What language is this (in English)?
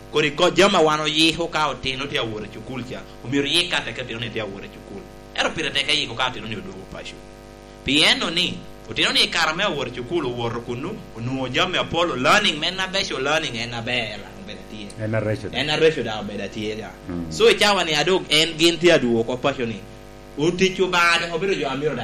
Lango (Uganda)